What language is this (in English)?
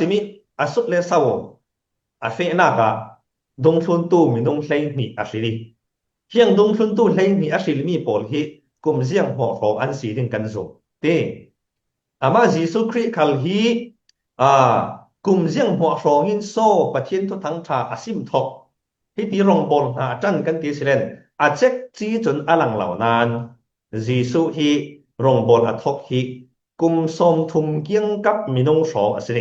Falam Chin